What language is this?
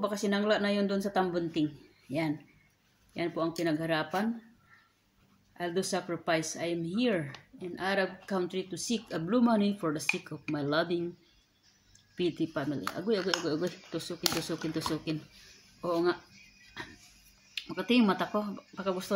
Filipino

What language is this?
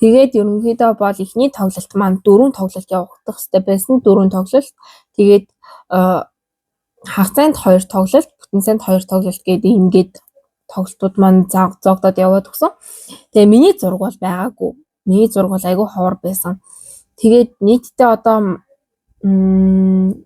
Mongolian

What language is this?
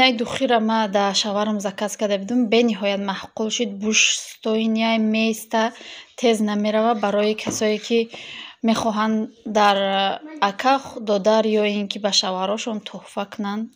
Tajik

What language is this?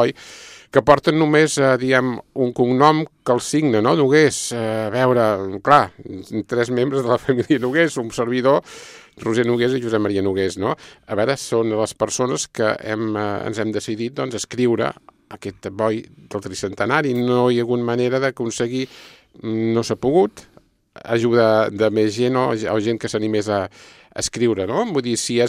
Catalan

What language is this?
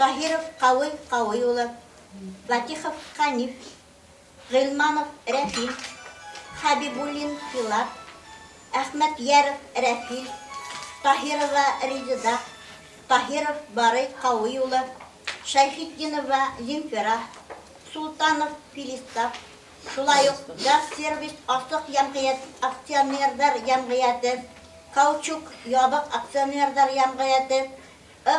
Bashkir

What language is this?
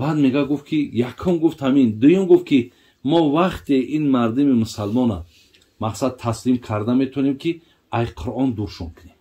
Tajik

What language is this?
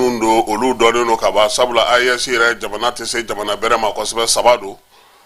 Bambara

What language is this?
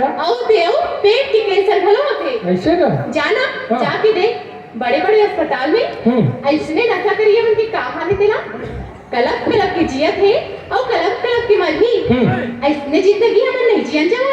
Chhattisgarhi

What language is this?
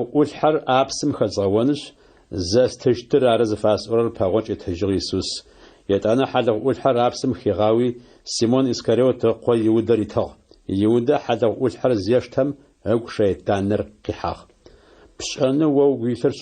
Adyghe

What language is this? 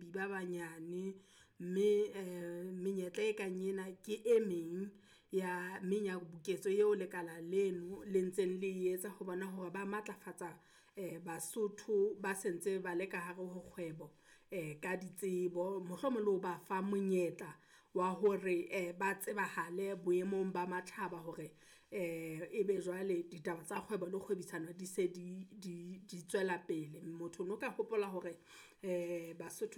Southern Sotho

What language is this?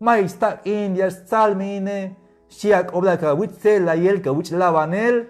Tzeltal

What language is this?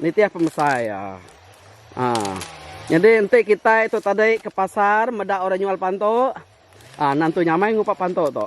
Iban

